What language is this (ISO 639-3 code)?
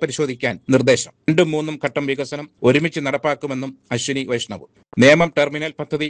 mal